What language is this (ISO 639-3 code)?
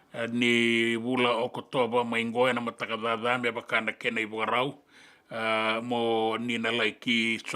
fij